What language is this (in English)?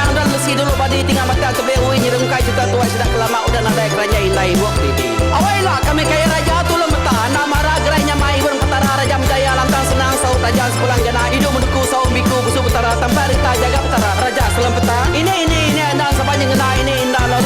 Iban